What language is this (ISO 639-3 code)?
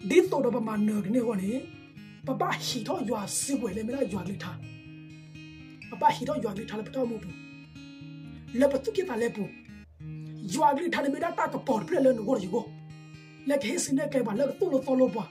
ksw